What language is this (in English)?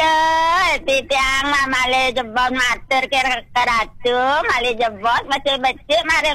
Balinese